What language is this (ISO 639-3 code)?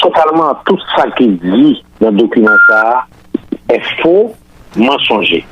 hat